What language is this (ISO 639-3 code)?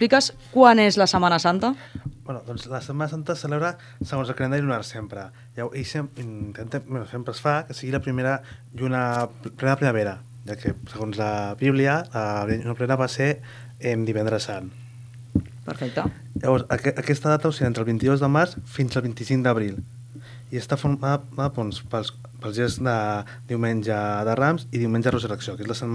cat